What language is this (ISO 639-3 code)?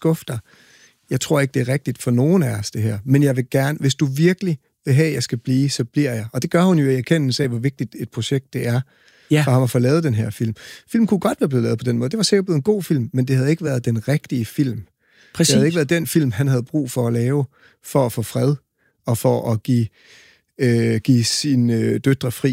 dan